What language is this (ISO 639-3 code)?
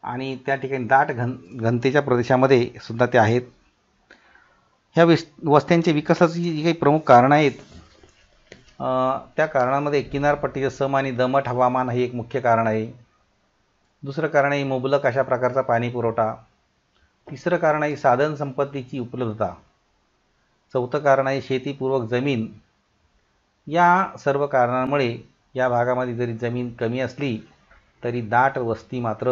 mar